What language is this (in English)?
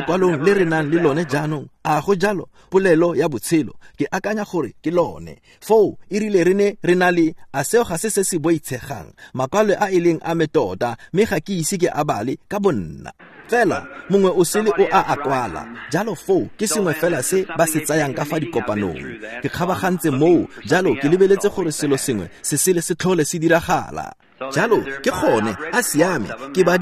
Tswana